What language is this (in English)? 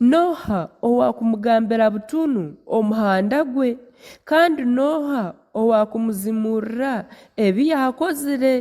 Nyankole